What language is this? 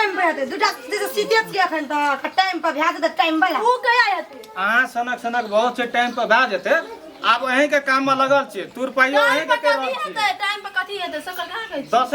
Maithili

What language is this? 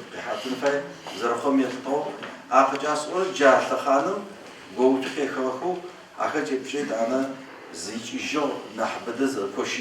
Adyghe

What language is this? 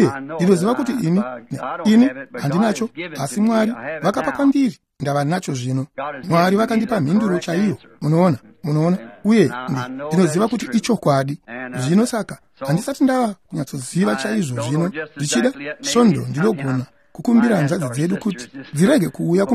Shona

